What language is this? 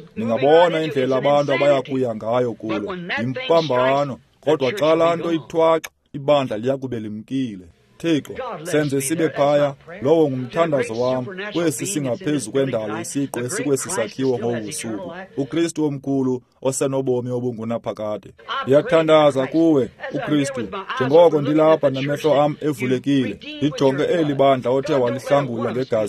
Xhosa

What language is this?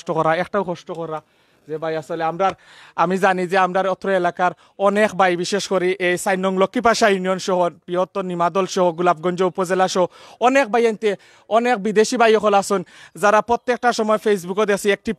Sylheti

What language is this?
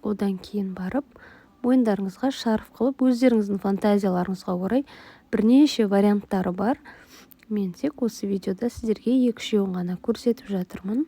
Kazakh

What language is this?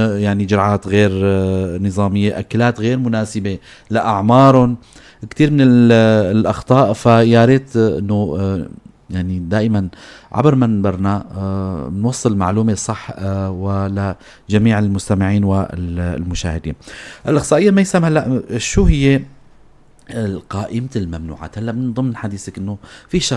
North Levantine Arabic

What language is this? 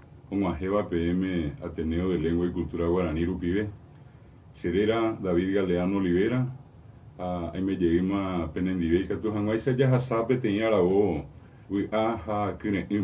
Guarani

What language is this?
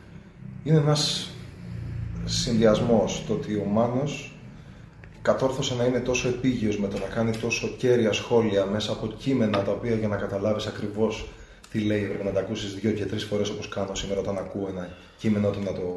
Greek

